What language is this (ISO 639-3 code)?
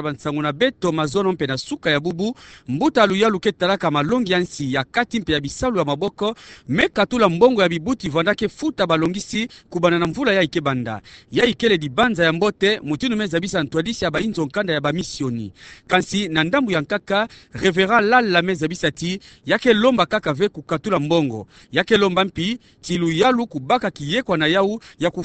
ktu